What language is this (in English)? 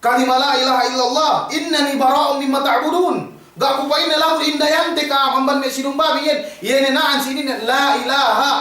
Yakan